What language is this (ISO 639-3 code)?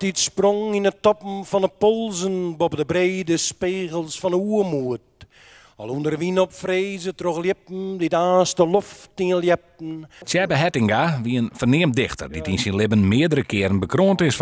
fry